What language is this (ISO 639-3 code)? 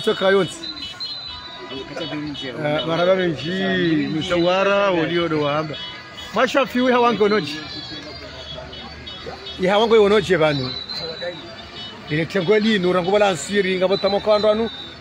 swa